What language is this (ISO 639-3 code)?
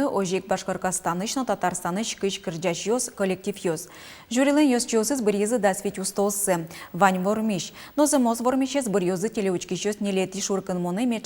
udm